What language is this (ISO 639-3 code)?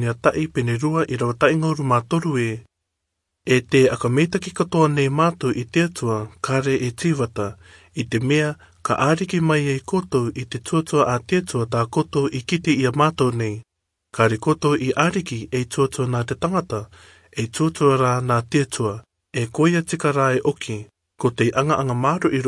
rar